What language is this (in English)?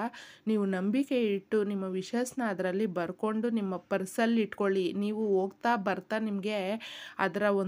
Kannada